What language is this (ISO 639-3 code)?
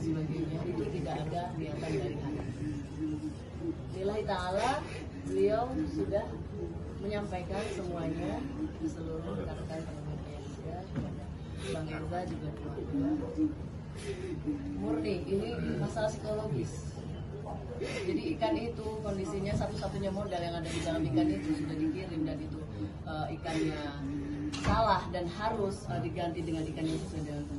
ind